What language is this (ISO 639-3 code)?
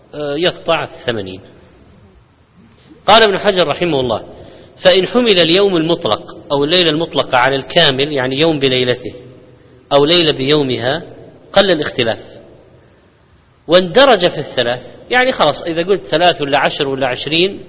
ara